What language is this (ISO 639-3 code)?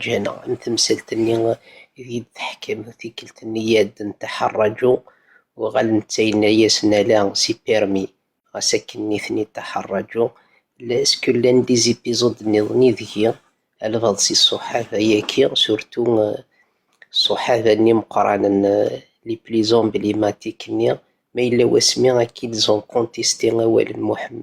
kab